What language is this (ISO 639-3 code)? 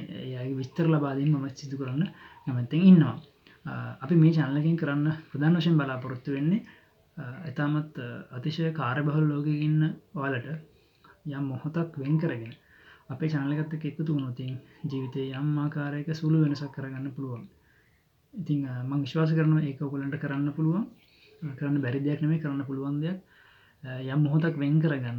sin